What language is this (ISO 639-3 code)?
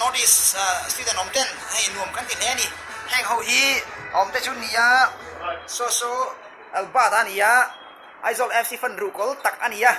lus